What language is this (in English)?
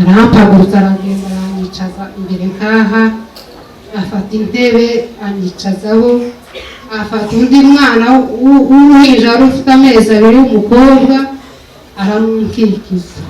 Kinyarwanda